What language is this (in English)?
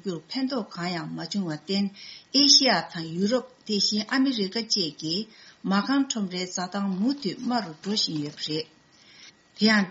Tibetan